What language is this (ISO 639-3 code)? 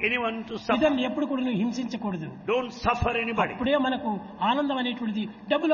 tel